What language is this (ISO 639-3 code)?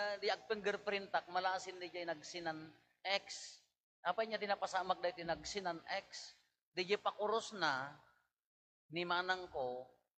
ilo